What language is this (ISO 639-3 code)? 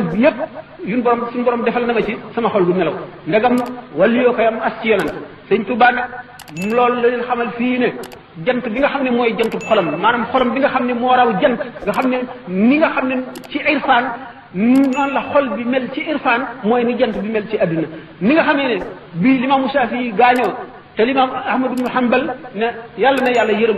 wol